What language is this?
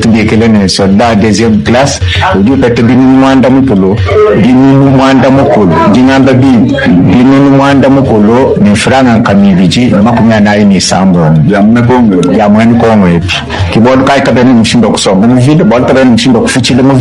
Luba-Lulua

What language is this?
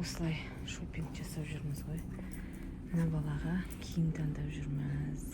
Kazakh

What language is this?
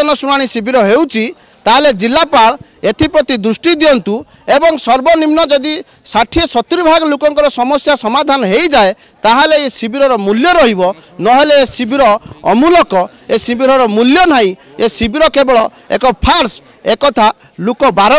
Odia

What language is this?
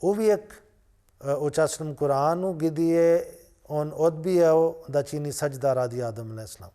Bosnian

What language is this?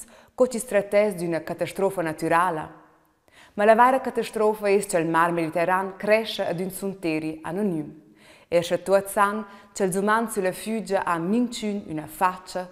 Romansh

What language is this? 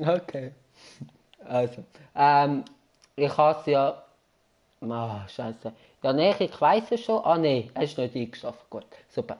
Swiss German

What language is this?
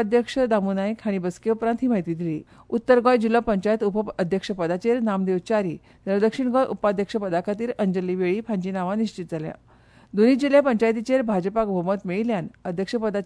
Konkani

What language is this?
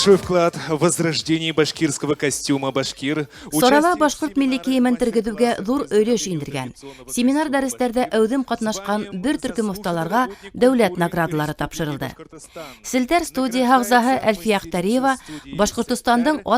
Bashkir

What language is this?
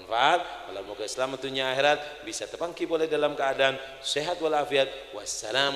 Madurese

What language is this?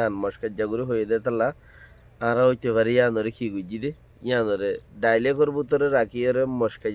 Rohingya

